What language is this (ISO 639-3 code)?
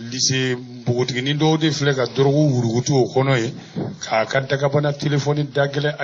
bam